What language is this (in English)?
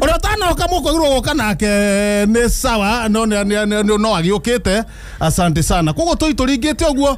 Kikuyu